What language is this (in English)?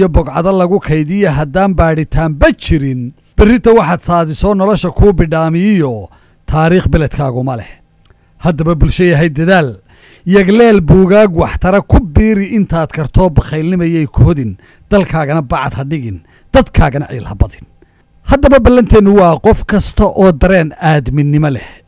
Somali